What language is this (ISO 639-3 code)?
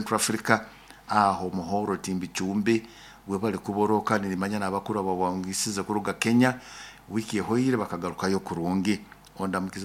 nyo